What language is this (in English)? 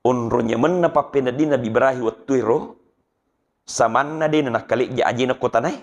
Buginese